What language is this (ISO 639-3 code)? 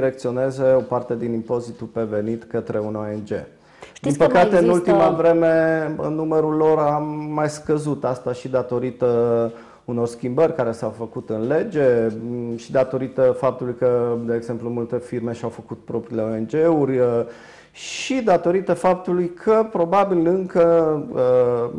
ron